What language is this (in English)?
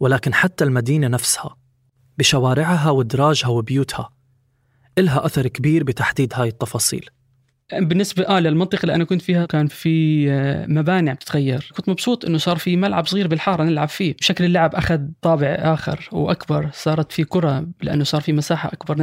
North Levantine Arabic